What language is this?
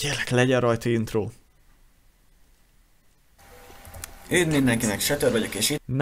Hungarian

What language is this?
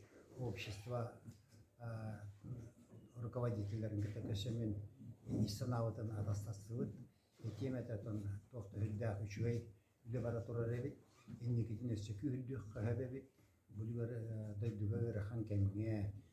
Yakut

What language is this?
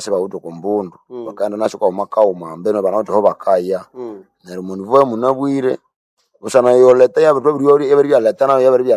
Nande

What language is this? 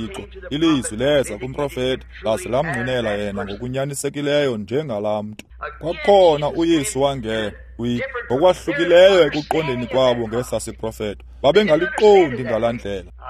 Xhosa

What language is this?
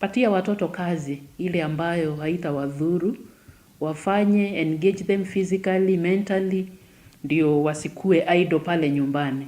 Meru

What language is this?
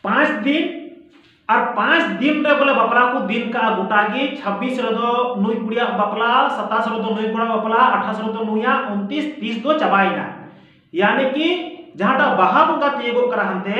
Santali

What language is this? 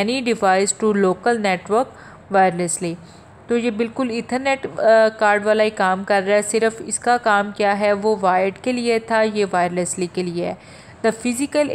Hindi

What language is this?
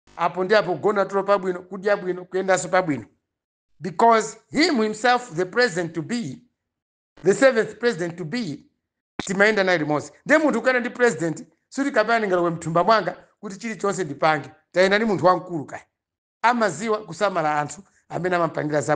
Nyanja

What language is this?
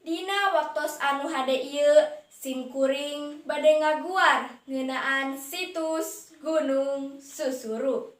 Sundanese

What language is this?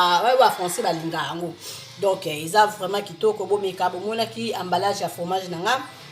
Lingala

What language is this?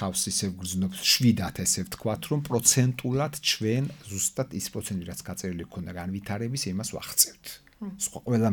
Georgian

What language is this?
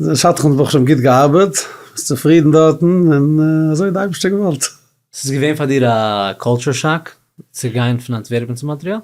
Yiddish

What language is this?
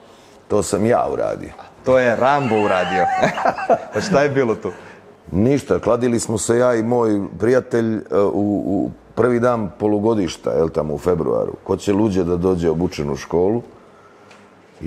Serbian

